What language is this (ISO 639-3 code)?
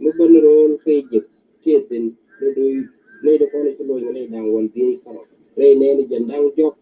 nus